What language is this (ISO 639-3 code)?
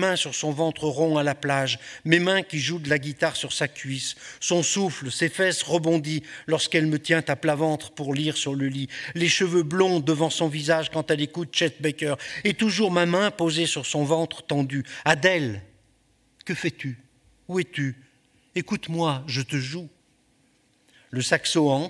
fra